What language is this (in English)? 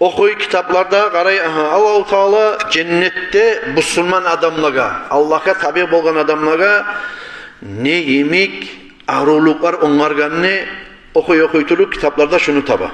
Kumyk